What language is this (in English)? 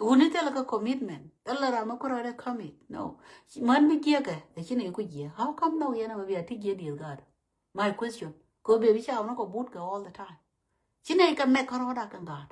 Nuer